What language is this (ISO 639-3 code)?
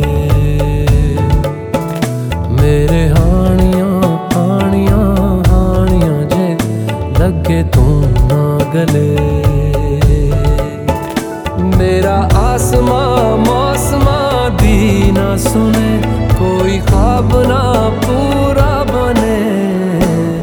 hin